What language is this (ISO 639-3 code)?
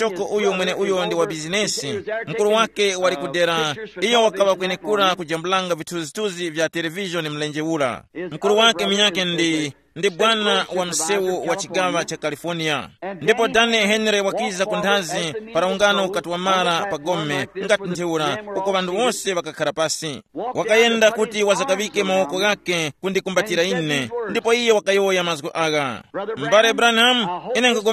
tum